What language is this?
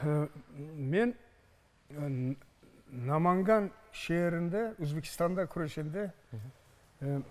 Crimean Tatar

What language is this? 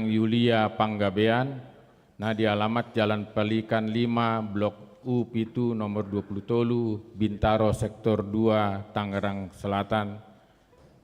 Batak Toba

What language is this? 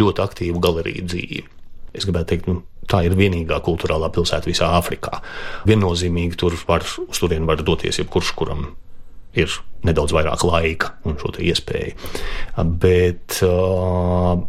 Latvian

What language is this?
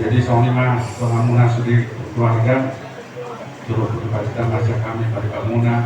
Batak Toba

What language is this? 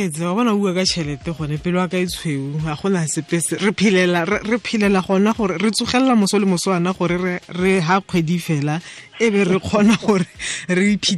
Tswana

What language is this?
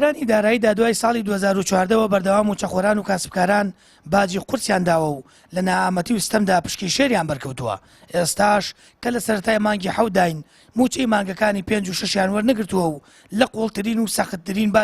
Central Kurdish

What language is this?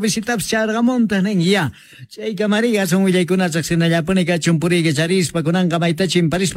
South Bolivian Quechua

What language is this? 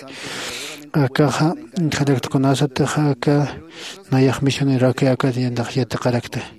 Aymara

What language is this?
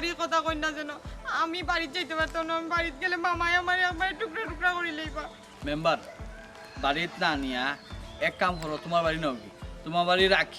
Sylheti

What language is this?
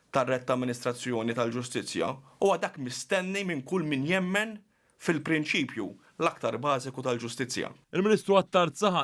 Maltese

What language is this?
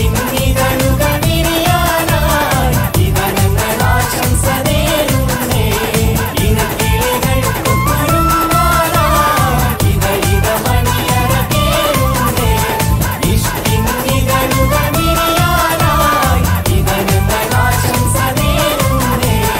Malayalam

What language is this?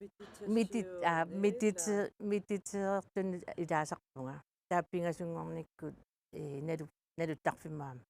Kalaallisut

